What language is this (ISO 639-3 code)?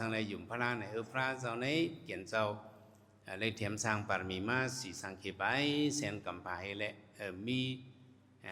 shn